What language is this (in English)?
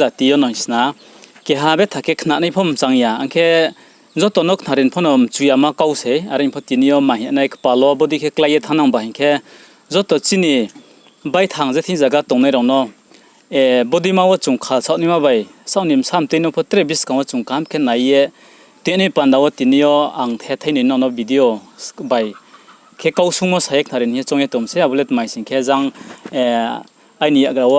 Riang (India)